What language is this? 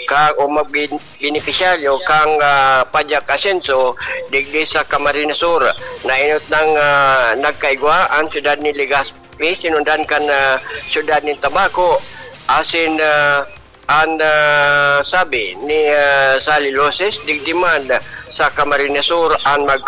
Bikol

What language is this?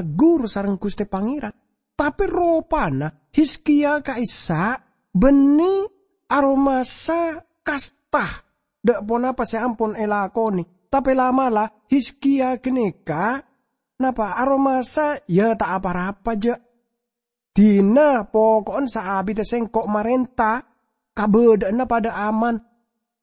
Madurese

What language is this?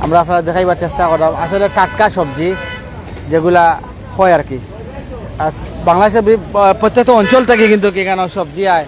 Sylheti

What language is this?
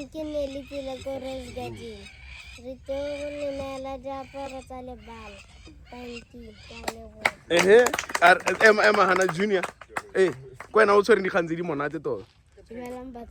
Tswana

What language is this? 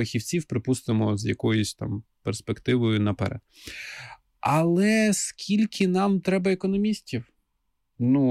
Ukrainian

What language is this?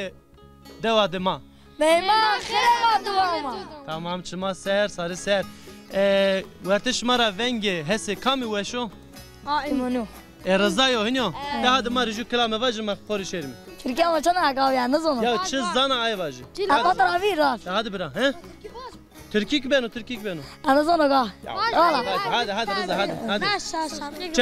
Zaza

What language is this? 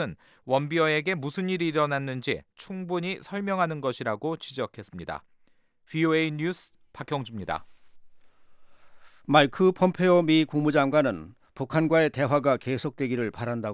Korean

